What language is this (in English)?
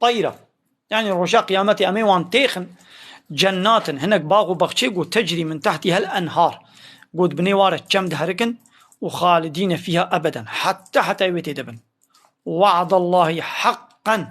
Kurdish